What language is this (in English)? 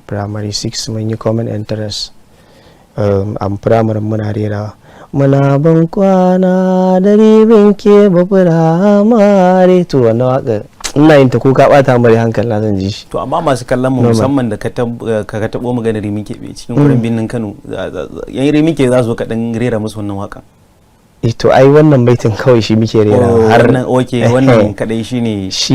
Hausa